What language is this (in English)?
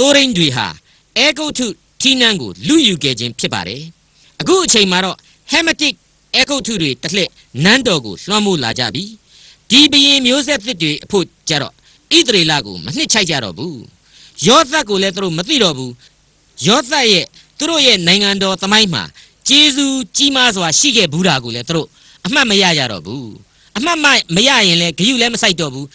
Burmese